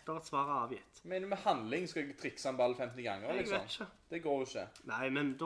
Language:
Norwegian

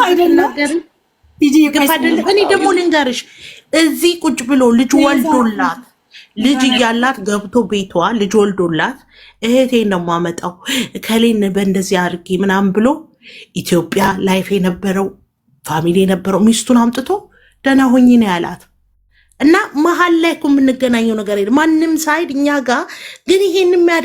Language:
Amharic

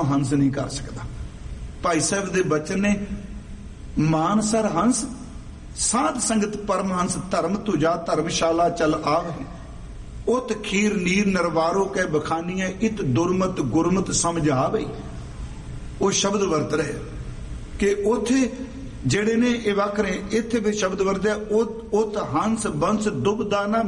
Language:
Punjabi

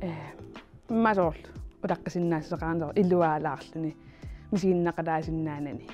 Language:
Kalaallisut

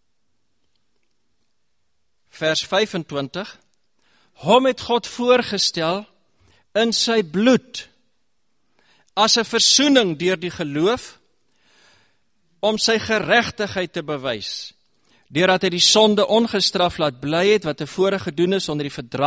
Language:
Afrikaans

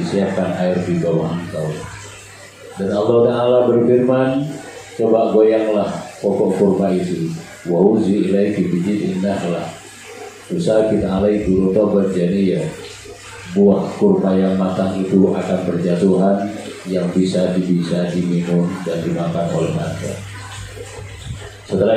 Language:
Indonesian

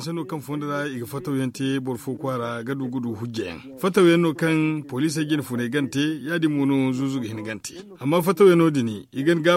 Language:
Zarma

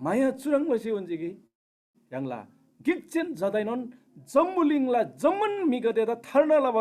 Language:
Eastern Tamang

